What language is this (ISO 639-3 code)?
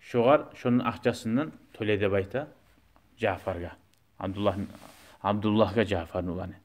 kum